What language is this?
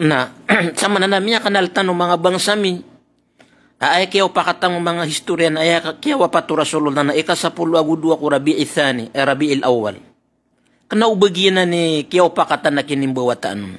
Maranao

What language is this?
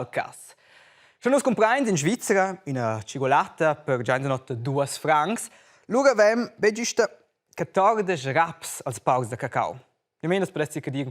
Romansh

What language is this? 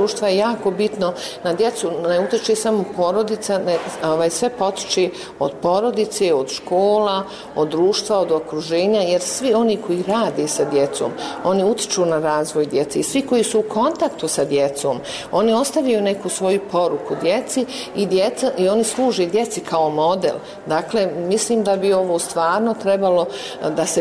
Bosnian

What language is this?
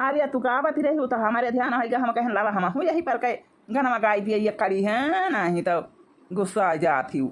Awadhi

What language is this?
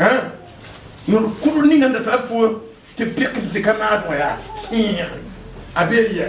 Mossi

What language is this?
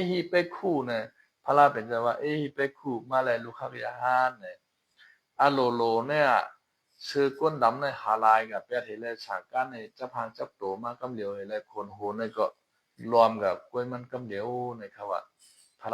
Shan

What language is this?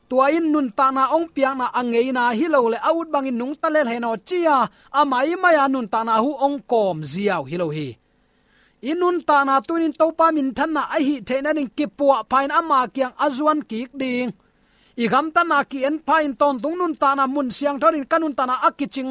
Tedim Chin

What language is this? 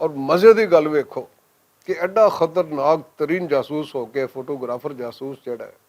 Western Panjabi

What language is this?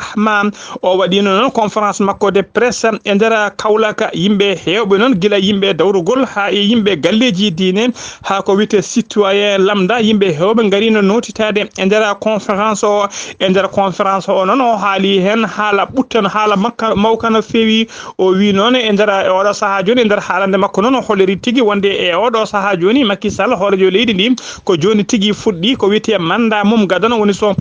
Fula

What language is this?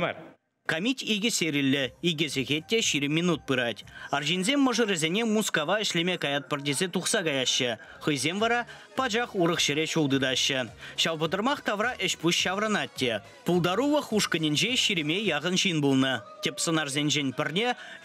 Chuvash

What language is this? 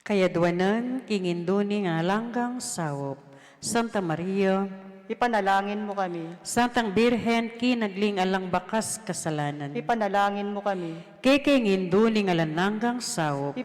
Pampanga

